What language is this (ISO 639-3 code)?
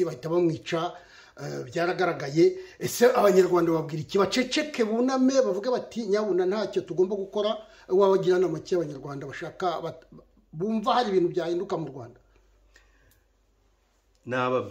kin